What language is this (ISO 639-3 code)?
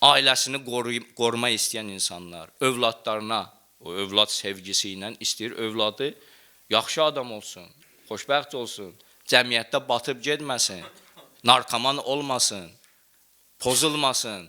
aze